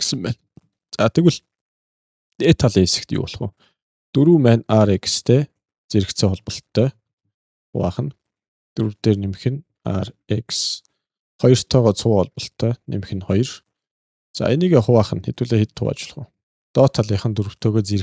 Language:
Mongolian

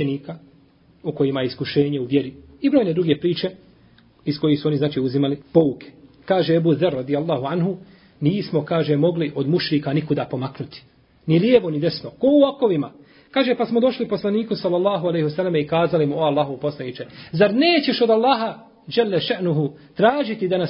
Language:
Bosnian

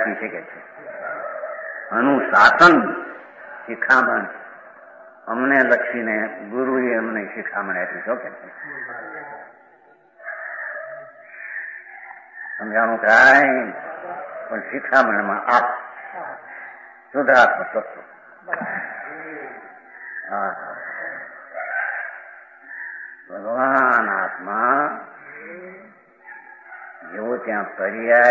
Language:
Gujarati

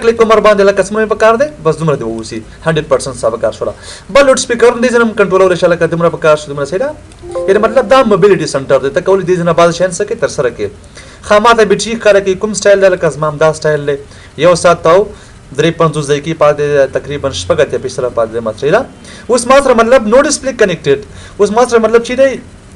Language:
Pashto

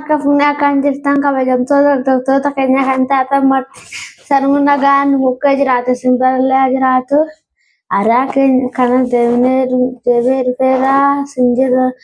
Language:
Oromo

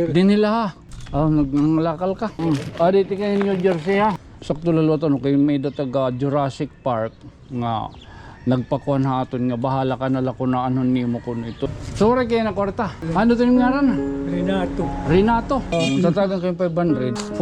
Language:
Waray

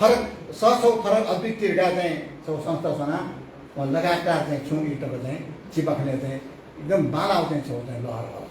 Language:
Newari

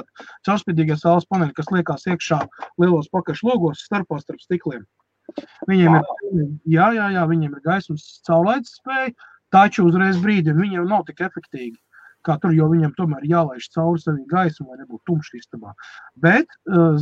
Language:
Latvian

